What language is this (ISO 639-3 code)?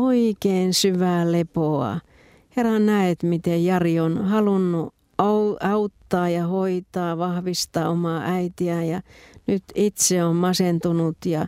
fin